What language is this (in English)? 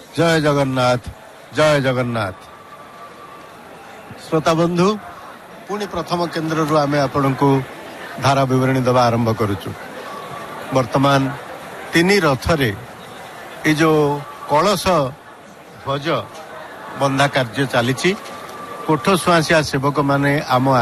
Odia